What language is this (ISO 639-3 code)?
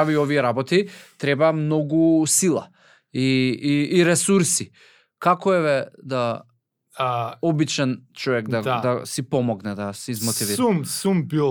mkd